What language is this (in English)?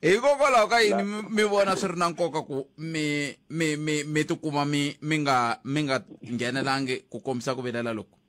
Tsonga